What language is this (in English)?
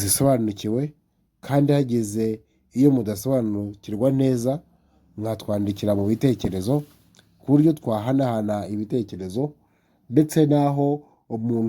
Kinyarwanda